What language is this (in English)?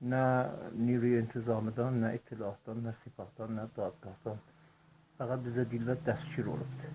South Azerbaijani